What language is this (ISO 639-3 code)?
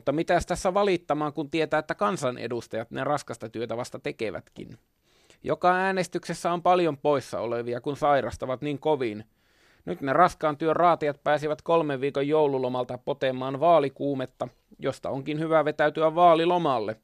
fin